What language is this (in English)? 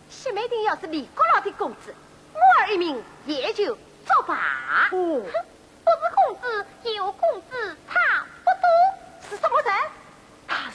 Wu Chinese